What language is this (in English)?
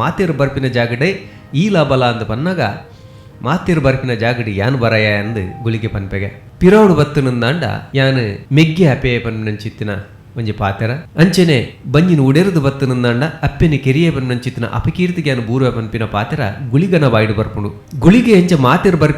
Tulu